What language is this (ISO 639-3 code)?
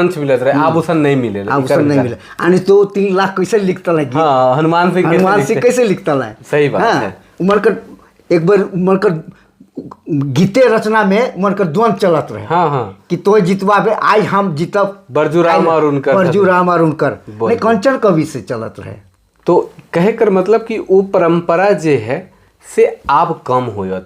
sck